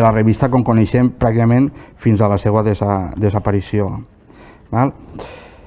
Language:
Catalan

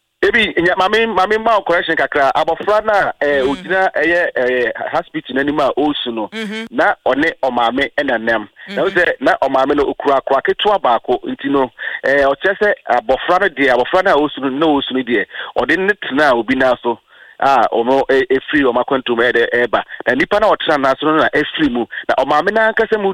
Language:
Akan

